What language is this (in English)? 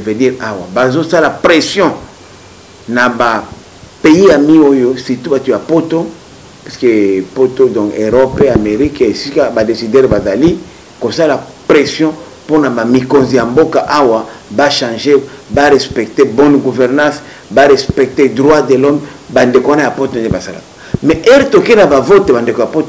Lingala